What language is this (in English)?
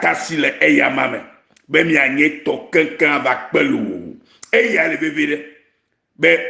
Ewe